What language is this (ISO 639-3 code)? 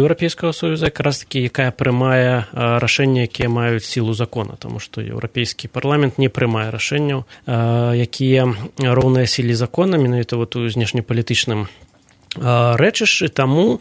bel